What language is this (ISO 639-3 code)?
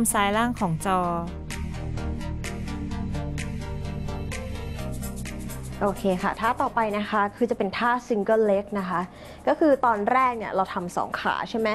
tha